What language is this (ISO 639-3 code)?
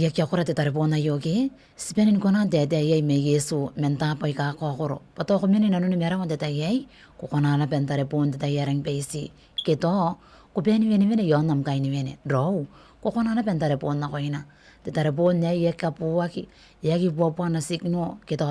gil